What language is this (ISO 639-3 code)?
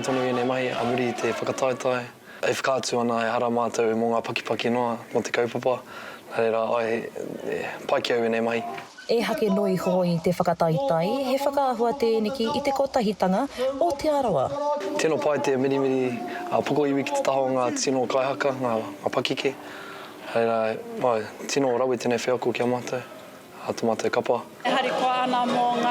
mri